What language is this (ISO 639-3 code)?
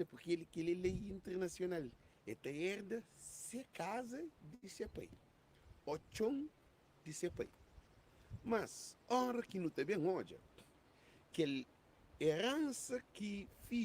kea